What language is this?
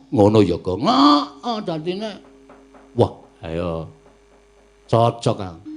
Javanese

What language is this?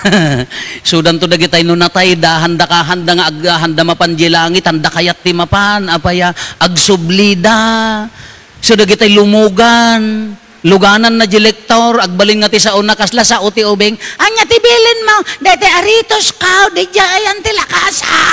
Iloko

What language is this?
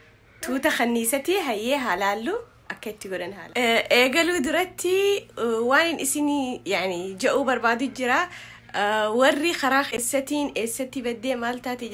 Oromo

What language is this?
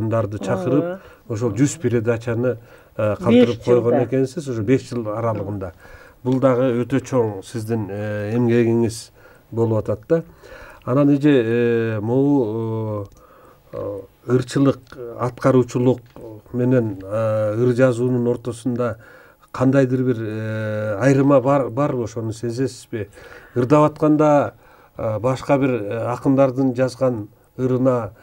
Kyrgyz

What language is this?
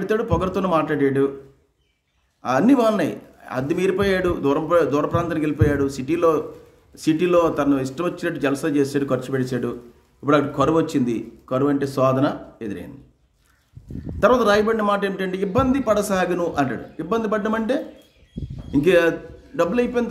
Telugu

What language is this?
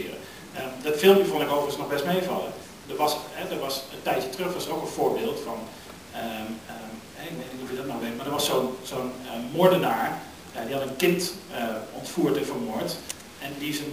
Dutch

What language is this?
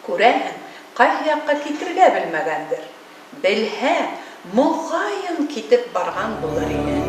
Bashkir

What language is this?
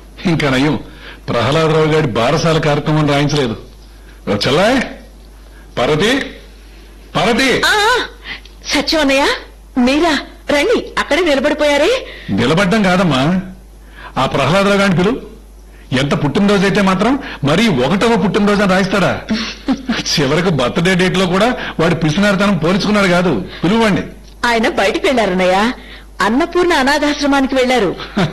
Telugu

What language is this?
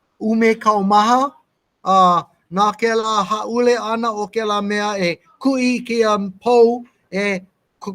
Hawaiian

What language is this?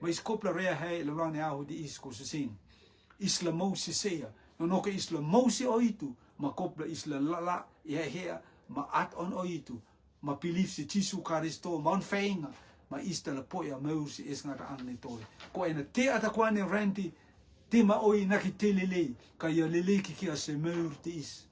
Rotuman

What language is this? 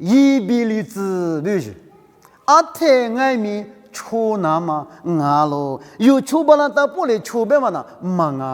Lisu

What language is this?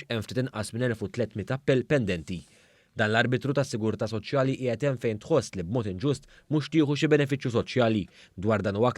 Maltese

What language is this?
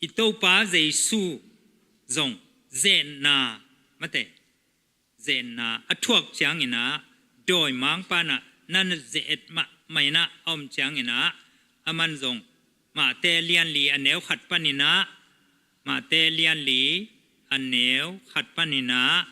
Tedim Chin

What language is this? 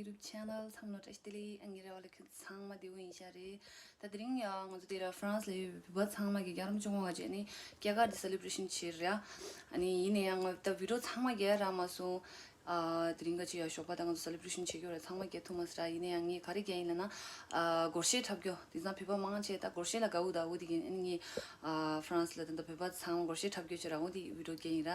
Tibetan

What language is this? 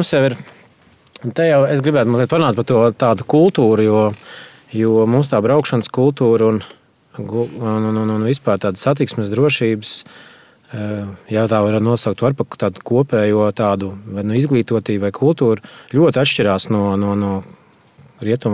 Latvian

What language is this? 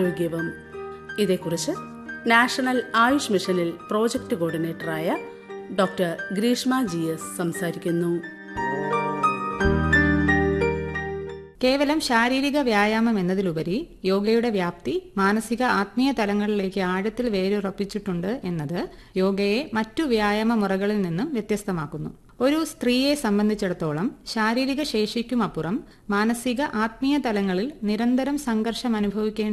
Malayalam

